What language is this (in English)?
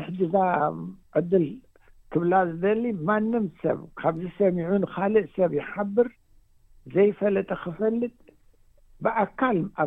Tigrinya